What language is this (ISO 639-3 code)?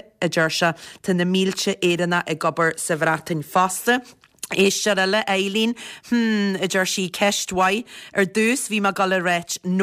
gle